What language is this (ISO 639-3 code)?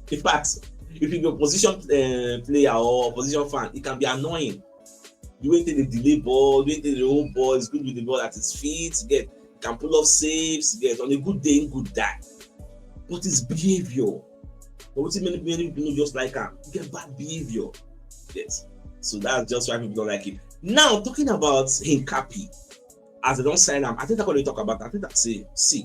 pcm